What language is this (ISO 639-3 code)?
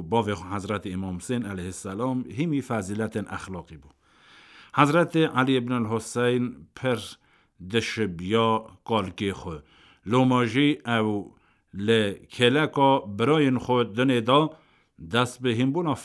kur